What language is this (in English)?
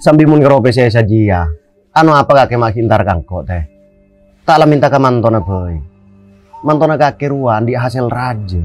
Madurese